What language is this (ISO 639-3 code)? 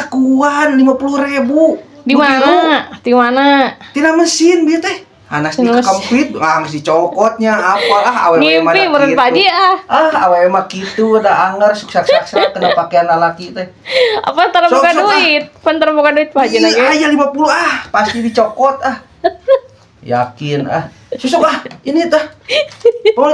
sun